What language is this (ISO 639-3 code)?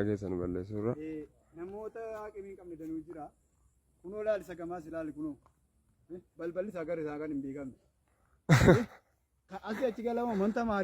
orm